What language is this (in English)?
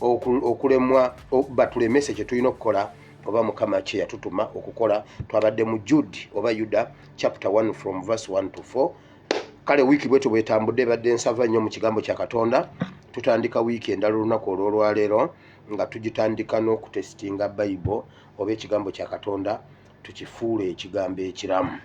Ganda